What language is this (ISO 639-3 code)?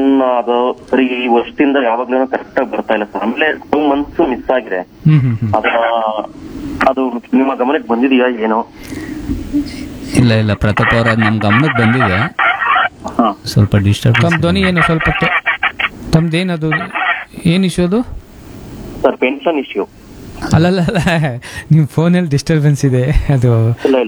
kan